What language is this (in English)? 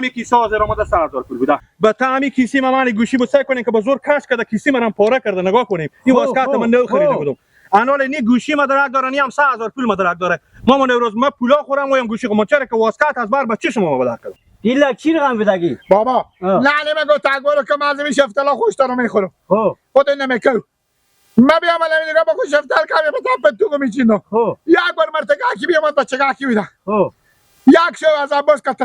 Persian